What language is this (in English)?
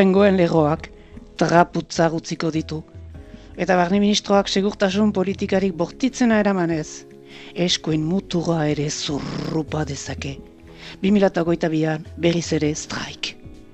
Basque